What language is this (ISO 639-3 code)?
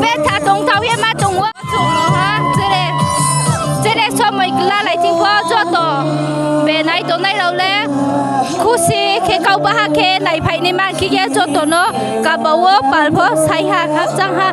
ria